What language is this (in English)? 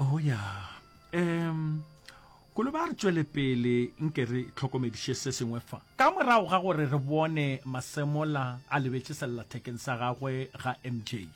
Northern Sotho